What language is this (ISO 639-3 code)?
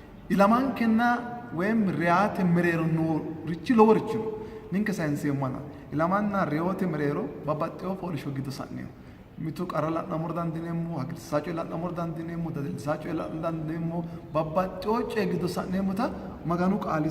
sid